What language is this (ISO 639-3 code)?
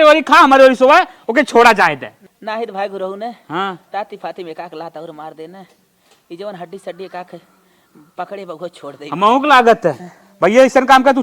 awa